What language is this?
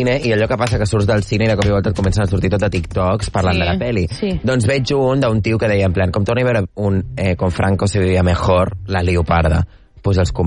Catalan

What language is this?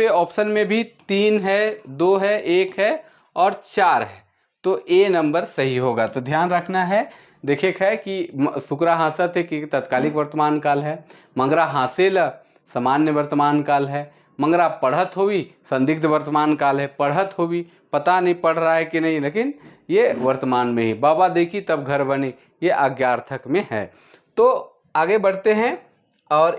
Sadri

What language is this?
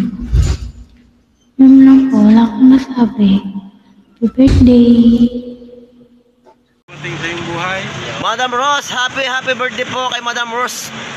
Filipino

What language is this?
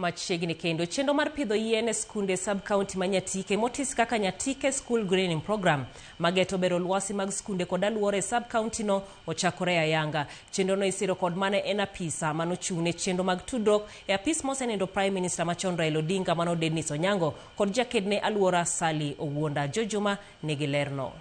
Luo (Kenya and Tanzania)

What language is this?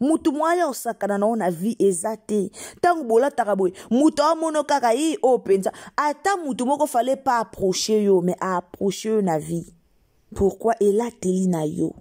Lingala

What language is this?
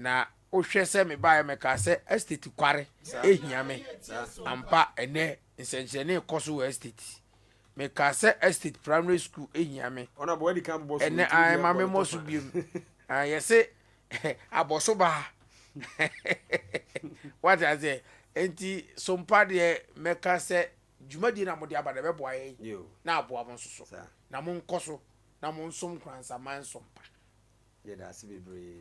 Akan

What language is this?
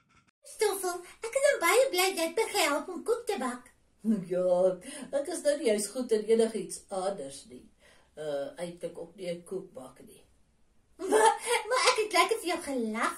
Afrikaans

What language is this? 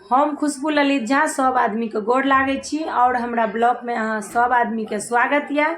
Maithili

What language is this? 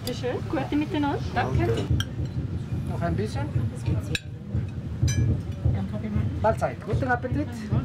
German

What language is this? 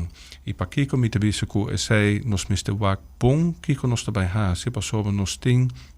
Papiamento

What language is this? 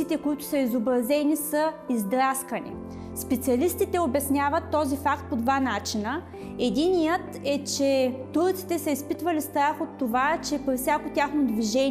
Bulgarian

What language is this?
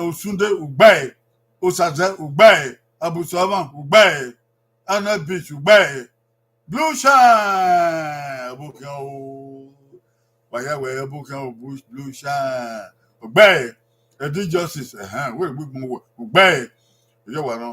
Bini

